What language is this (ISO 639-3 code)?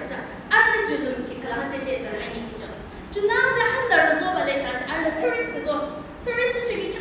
yim